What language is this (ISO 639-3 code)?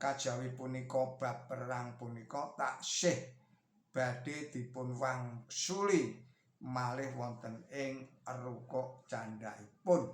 jav